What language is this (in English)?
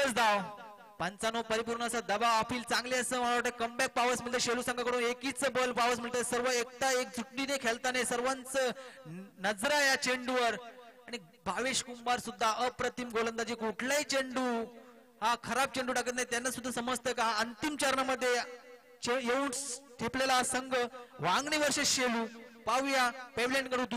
Marathi